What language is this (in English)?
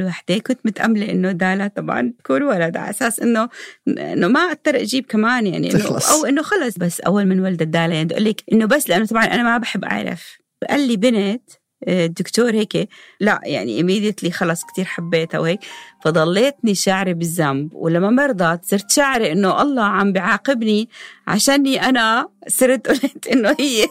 North Levantine Arabic